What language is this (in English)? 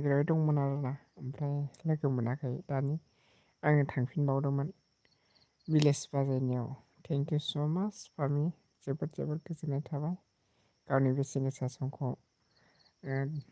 Bodo